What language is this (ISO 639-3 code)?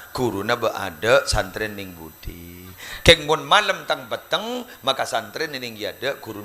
mad